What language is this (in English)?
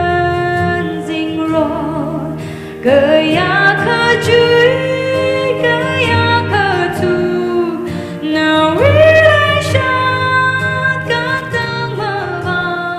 Tangkhul Naga (India)